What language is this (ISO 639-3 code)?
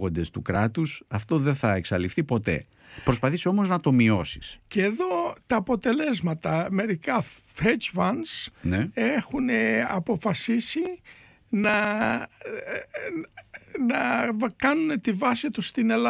ell